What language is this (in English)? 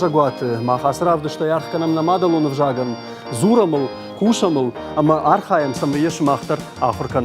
Ossetic